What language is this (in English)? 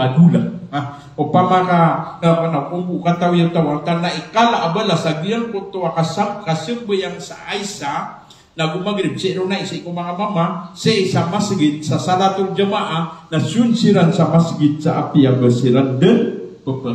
Maranao